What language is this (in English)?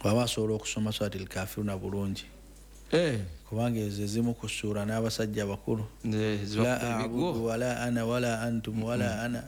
Ganda